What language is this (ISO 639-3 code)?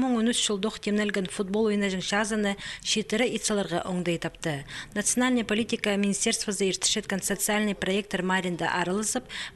kjh